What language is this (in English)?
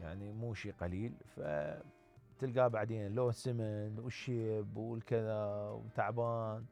Mesopotamian Arabic